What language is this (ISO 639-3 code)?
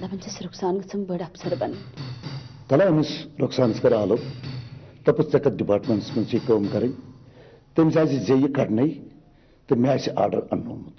kas